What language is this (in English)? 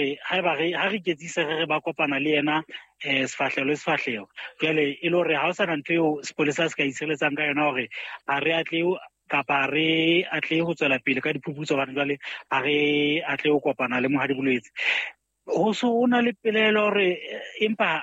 Southern Sotho